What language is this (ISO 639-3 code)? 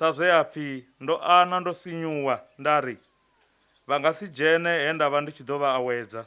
ven